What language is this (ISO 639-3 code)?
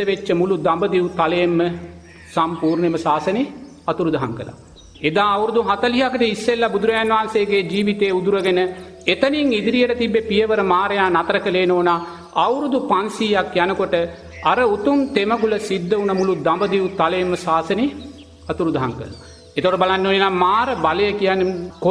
sin